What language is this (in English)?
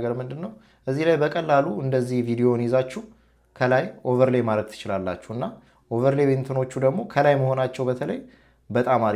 Amharic